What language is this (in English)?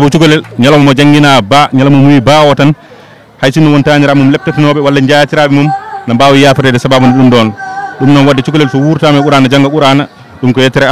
Fula